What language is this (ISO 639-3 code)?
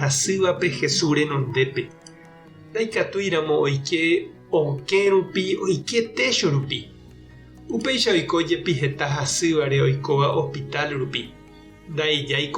grn